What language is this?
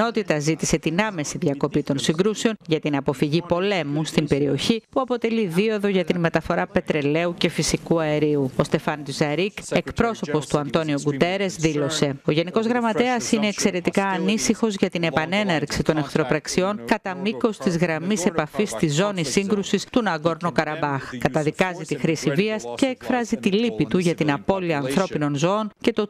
Greek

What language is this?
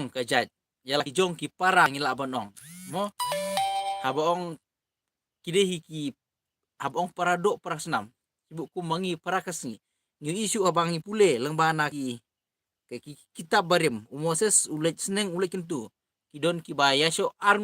Khasi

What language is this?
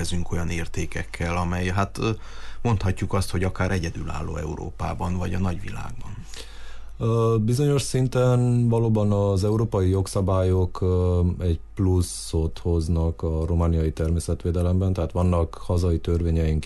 Hungarian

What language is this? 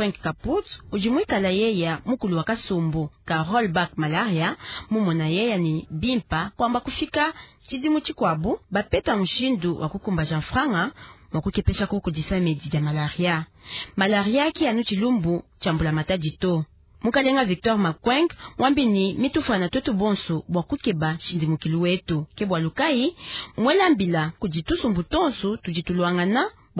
Luba-Lulua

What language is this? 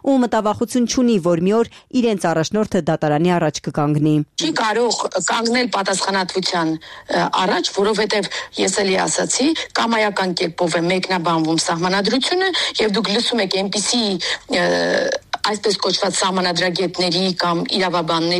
Armenian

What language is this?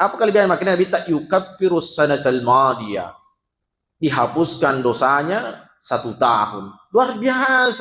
Buginese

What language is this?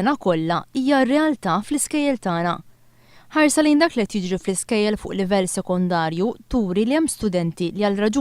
Maltese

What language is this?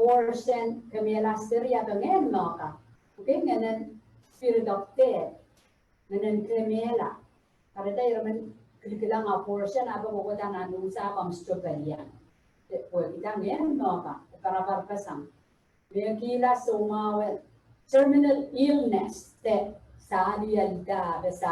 Pohnpeian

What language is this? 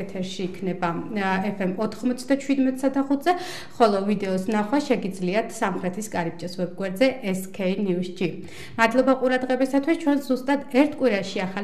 Georgian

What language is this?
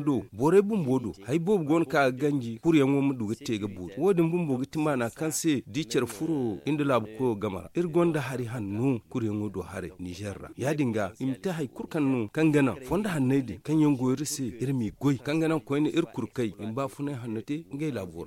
Zarma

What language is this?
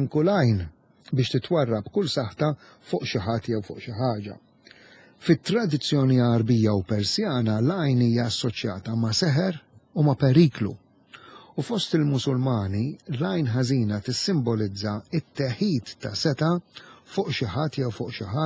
Maltese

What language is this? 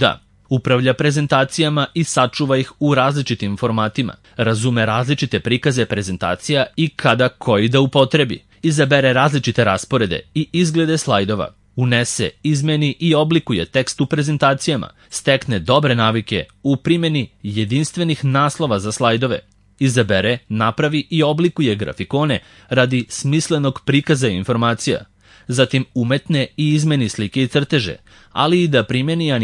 Serbian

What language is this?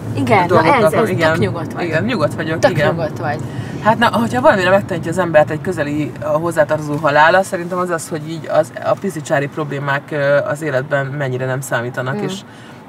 Hungarian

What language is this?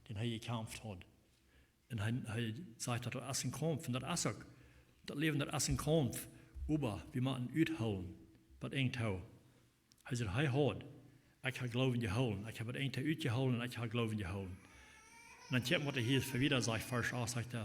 Plautdietsch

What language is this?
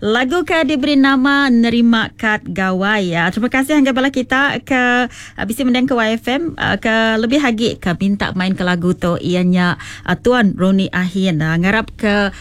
Iban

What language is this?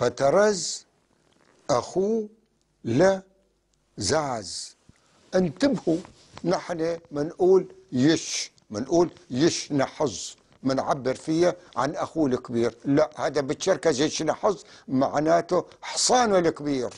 North Levantine Arabic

